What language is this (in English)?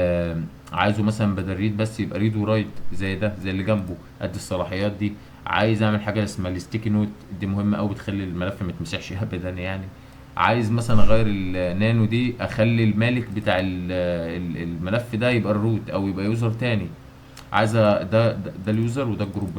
Egyptian Arabic